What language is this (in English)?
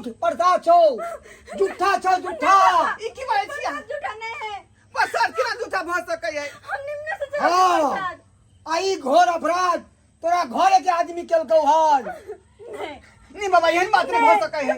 Maithili